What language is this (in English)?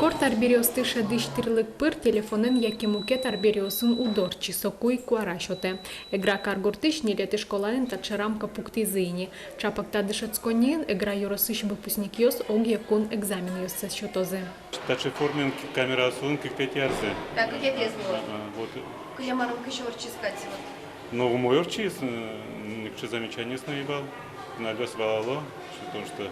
Udmurt